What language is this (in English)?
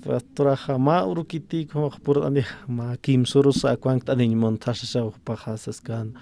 Aymara